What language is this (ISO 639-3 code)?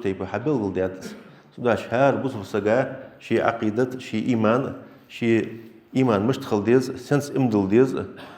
inh